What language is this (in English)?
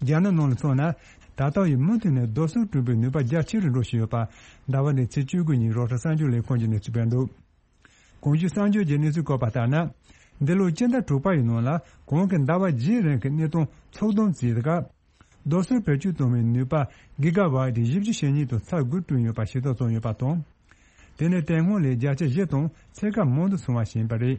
Tibetan